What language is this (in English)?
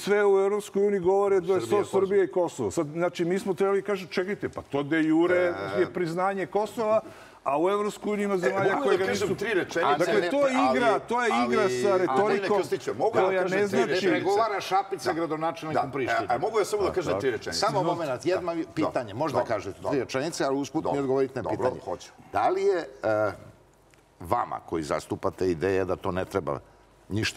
Serbian